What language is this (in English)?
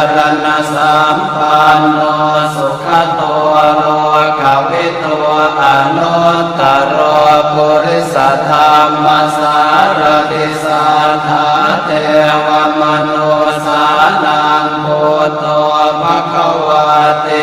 Pali